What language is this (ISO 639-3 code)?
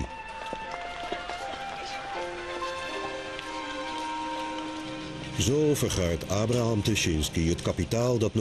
nld